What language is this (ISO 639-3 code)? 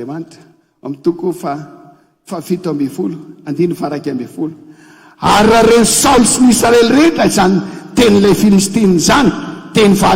mlg